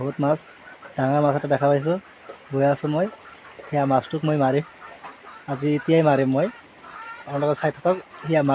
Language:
Assamese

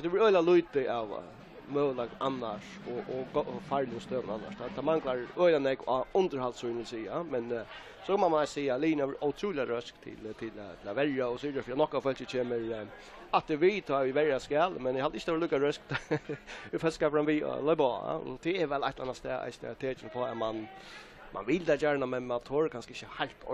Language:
Faroese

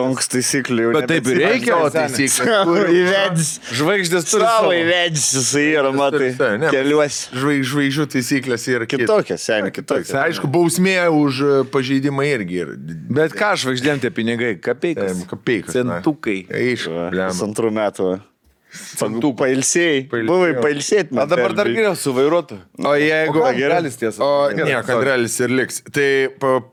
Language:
Lithuanian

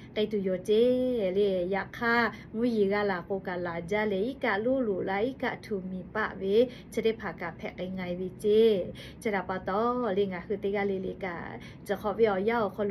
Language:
Lahu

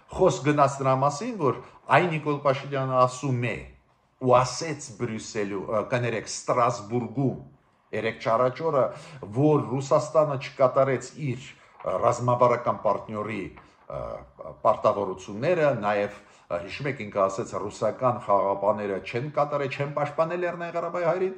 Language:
Armenian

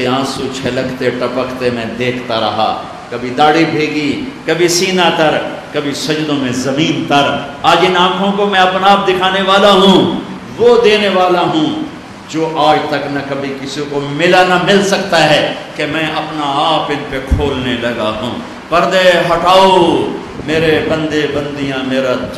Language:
Urdu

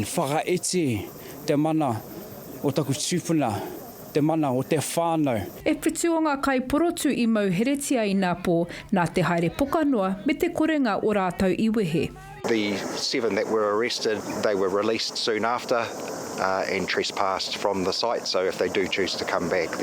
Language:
Māori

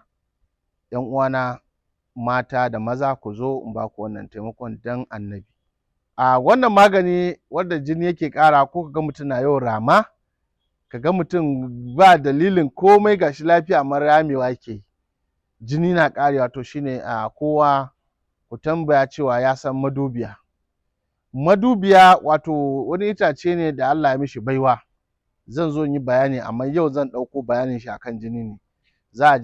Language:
Hausa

